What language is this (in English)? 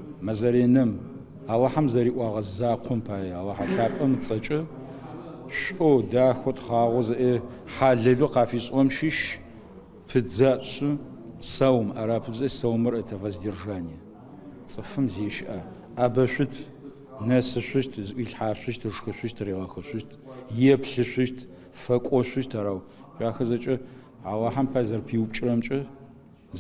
Adyghe